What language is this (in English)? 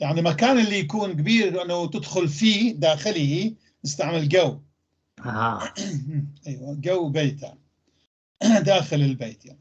North Levantine Arabic